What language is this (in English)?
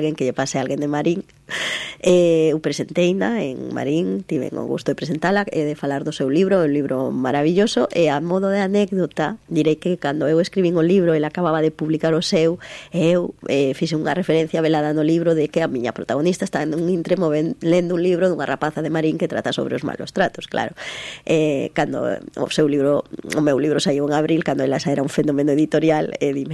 Galician